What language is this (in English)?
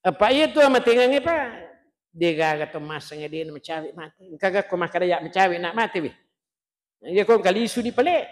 Buginese